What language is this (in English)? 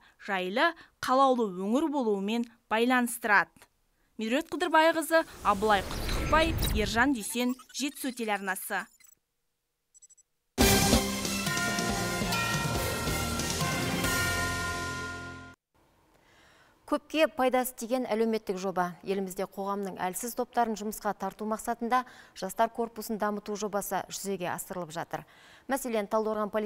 Kazakh